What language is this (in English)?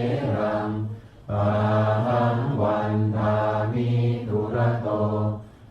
Pali